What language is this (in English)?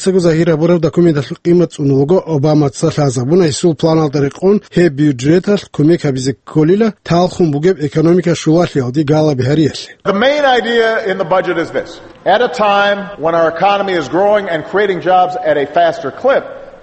Avaric